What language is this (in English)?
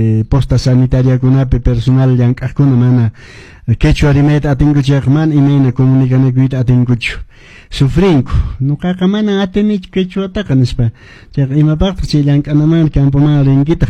Quechua